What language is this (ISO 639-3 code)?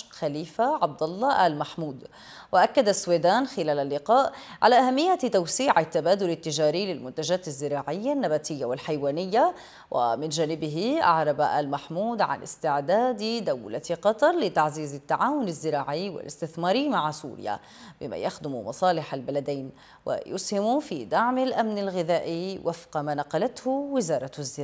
ara